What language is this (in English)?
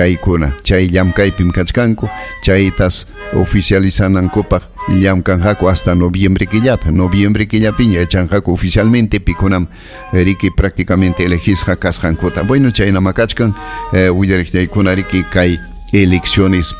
Ayacucho Quechua